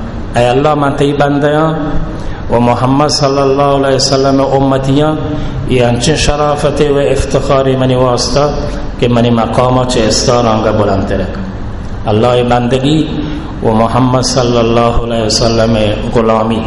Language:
Baluchi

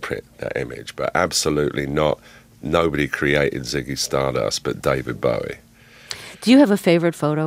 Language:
English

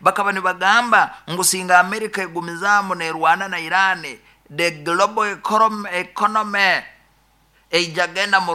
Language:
Nyankole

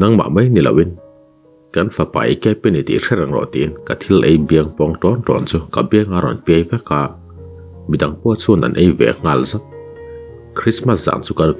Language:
Mizo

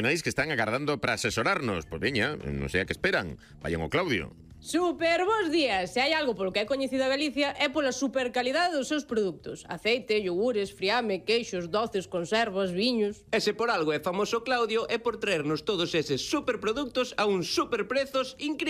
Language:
Galician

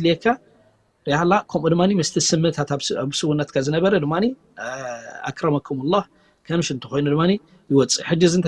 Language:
Tigrinya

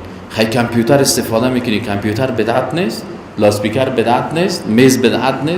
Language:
Persian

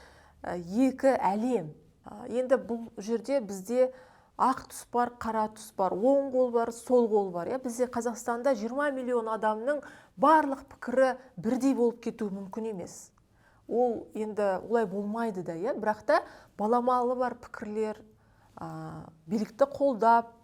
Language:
Kazakh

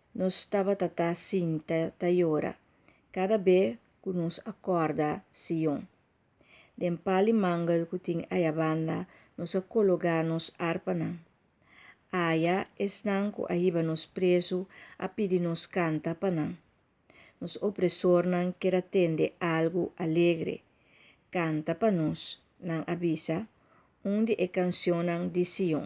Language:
Papiamento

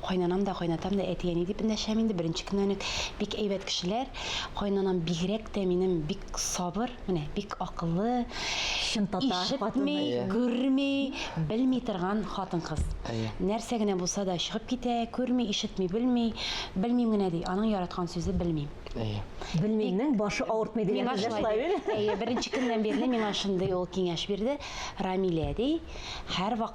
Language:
Tatar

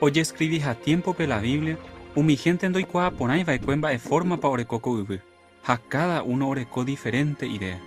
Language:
Guarani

